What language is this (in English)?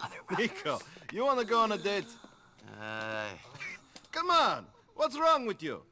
Bavarian